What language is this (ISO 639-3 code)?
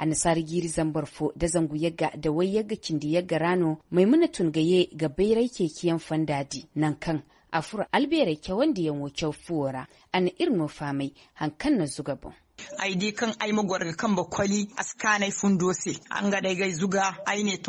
dje